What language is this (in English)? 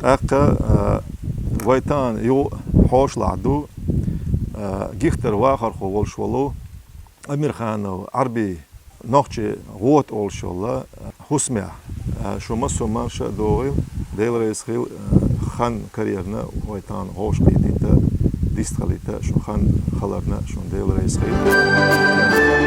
Chechen